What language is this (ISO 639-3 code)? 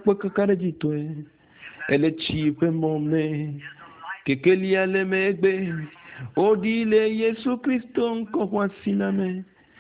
ewe